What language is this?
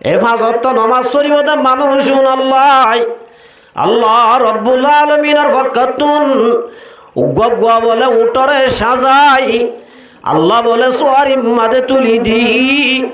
Rohingya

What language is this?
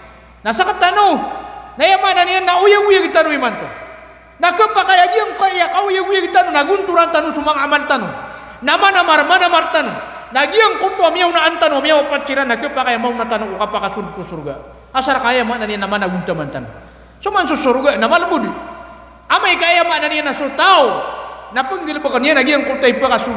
Maranao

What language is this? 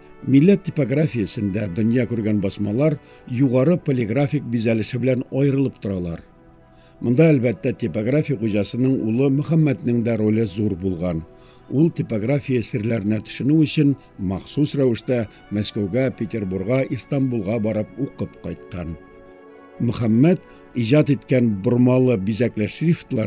Tatar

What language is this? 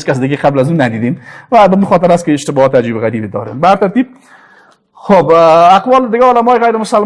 Persian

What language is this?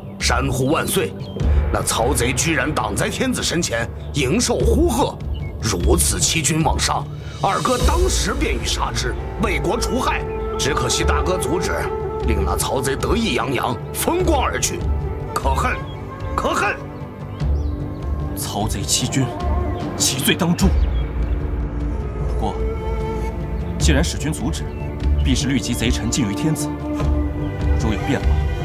Chinese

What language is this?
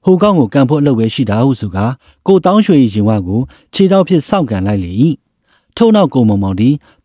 Burmese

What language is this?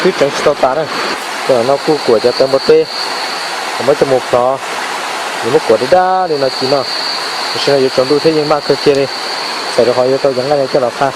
Hmong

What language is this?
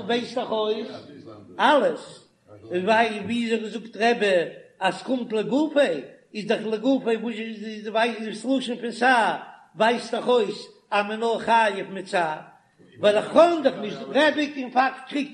Yiddish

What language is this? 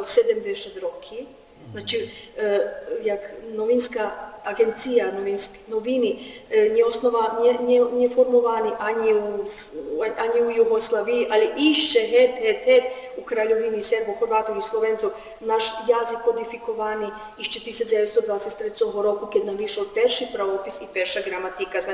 Rusyn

